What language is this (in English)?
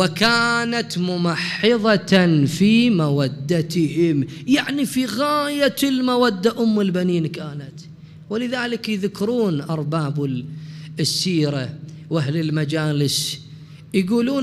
Mesopotamian Arabic